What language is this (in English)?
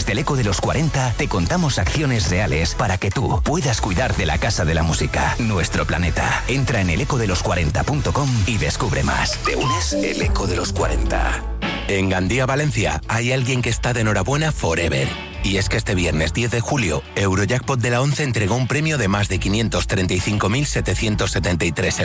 Spanish